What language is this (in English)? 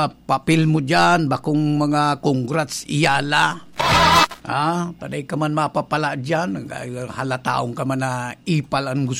Bikol